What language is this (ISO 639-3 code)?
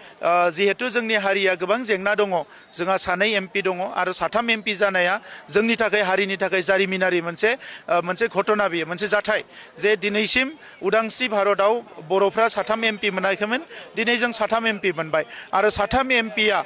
brx